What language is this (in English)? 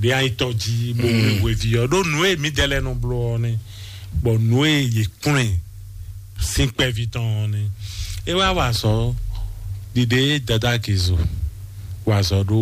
Fon